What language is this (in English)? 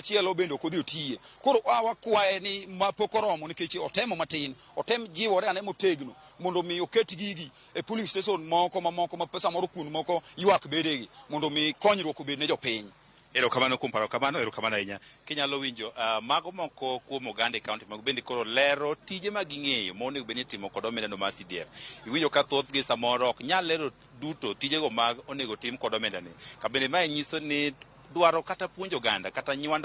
Luo (Kenya and Tanzania)